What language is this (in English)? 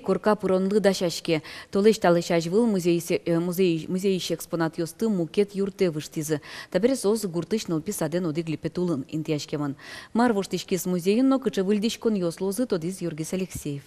Udmurt